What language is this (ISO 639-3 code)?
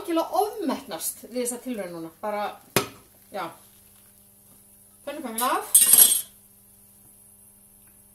isl